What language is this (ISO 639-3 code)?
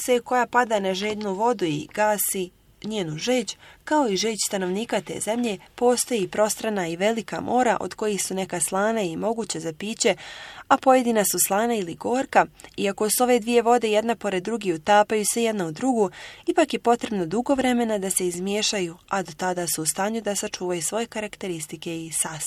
bos